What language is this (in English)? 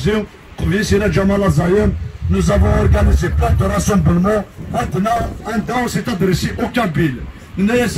Kabyle